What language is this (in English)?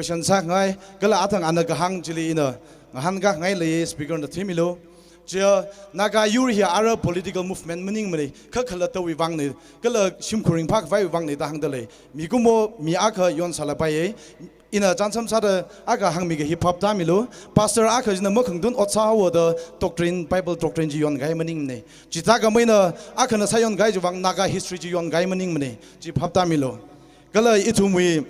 Tangkhul Naga (India)